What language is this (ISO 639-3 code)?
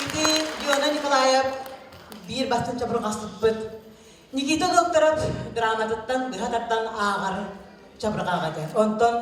sah